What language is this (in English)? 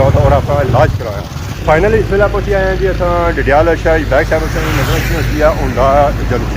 Pahari-Potwari